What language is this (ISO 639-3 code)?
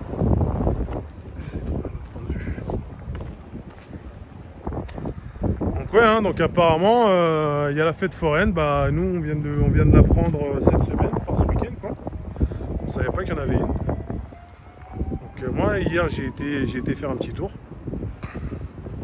fra